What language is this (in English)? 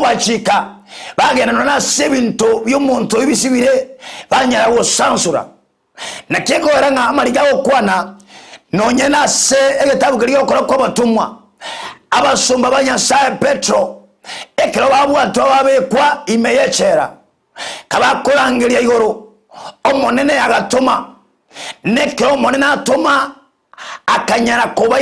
Gusii